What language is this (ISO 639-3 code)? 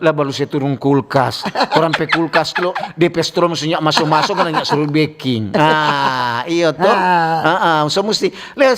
xmm